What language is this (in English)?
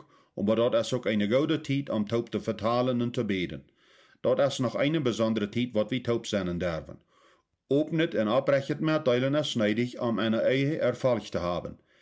Plautdietsch